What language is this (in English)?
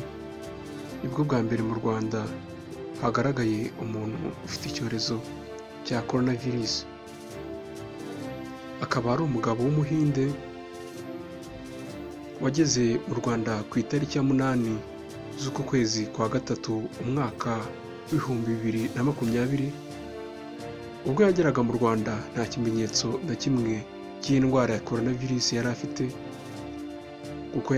Kinyarwanda